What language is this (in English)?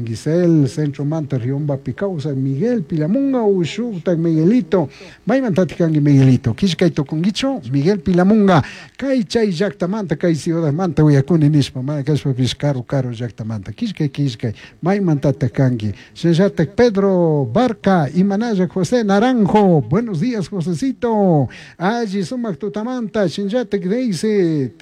Chimborazo Highland Quichua